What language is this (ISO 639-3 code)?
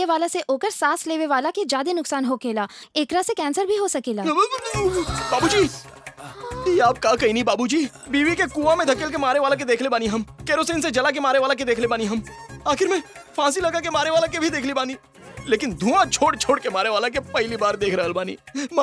bho